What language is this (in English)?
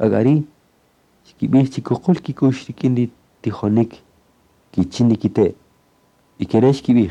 Kaqchikel